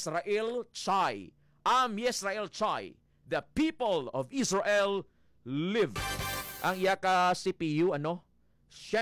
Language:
Hiligaynon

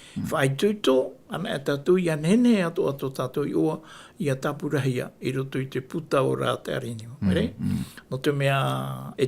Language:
Tahitian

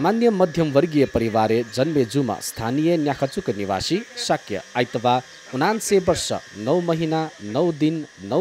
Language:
Newari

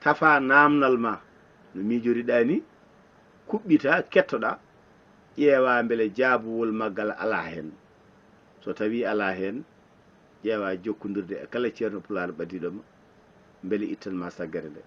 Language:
Fula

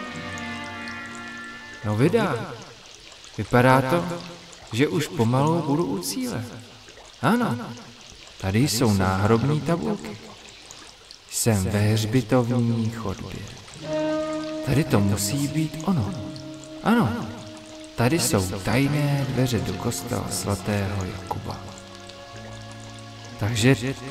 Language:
Czech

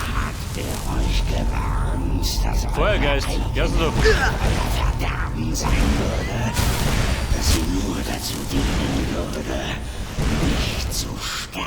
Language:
Bavarian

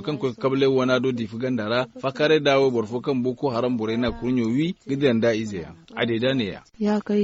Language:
Zarma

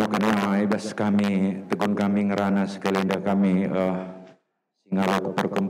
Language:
Batak Karo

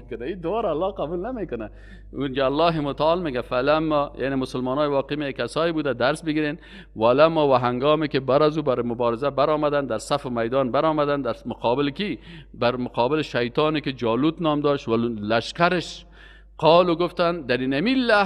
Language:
Persian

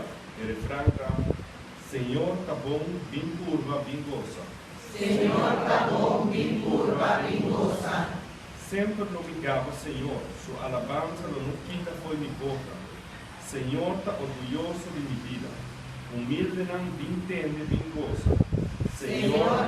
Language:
Papiamento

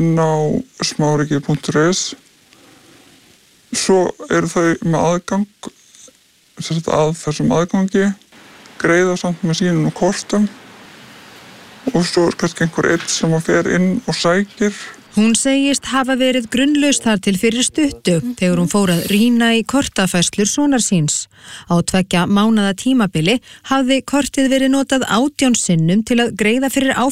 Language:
Icelandic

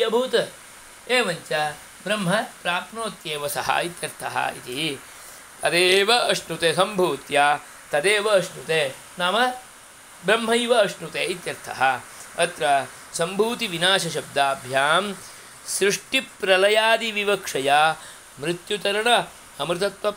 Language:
Sanskrit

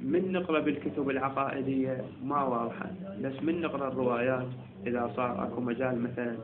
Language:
Mesopotamian Arabic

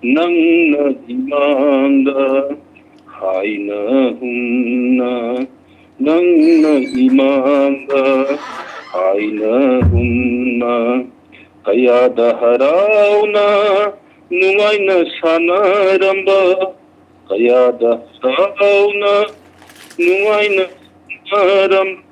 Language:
Manipuri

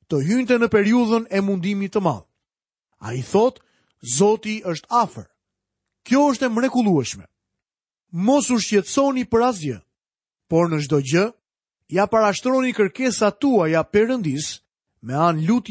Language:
Albanian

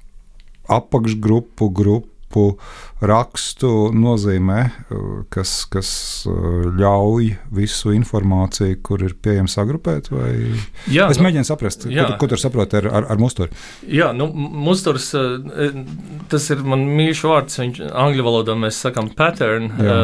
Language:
Latvian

